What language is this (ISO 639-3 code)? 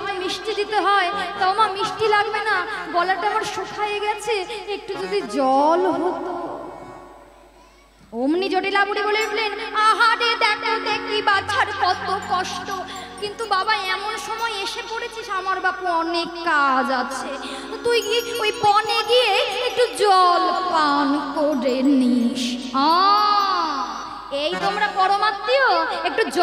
ben